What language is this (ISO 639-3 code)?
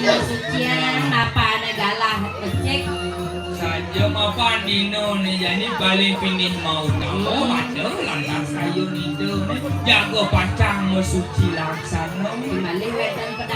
ban